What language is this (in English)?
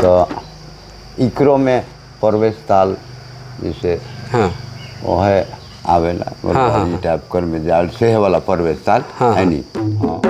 Sadri